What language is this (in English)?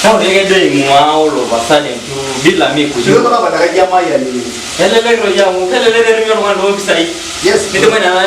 Masai